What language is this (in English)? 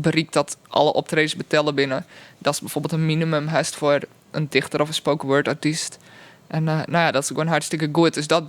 Western Frisian